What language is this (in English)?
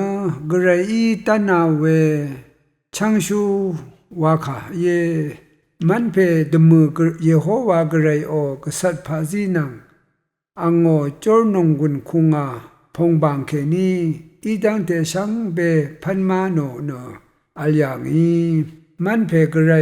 Rawang